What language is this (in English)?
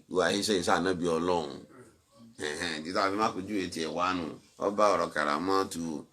Yoruba